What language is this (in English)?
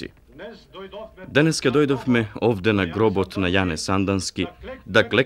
Macedonian